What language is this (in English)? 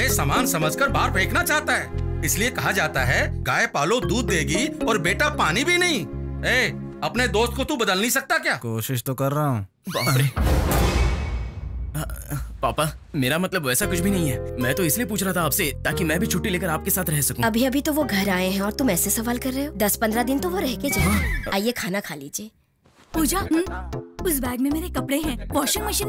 Hindi